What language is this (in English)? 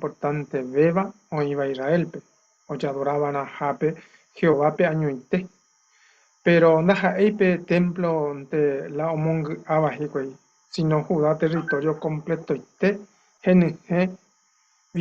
Guarani